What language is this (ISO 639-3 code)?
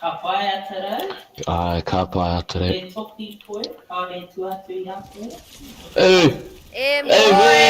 mri